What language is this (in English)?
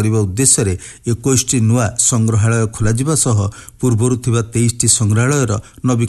Odia